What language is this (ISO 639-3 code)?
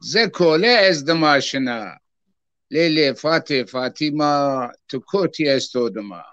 zza